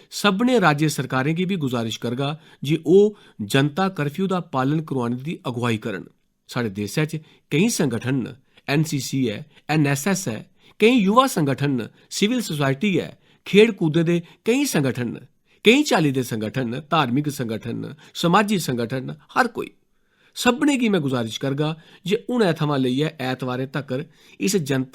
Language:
Dogri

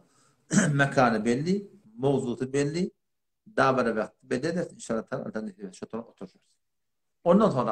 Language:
Turkmen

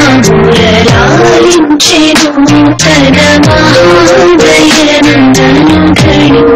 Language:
Telugu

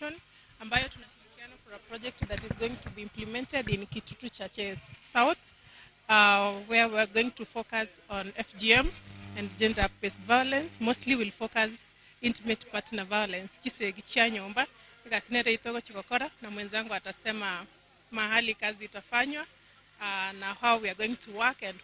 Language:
Gusii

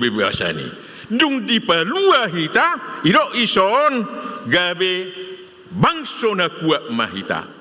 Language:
Batak Toba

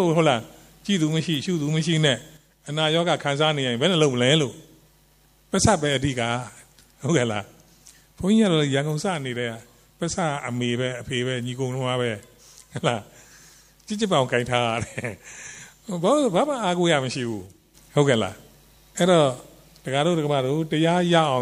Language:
Burmese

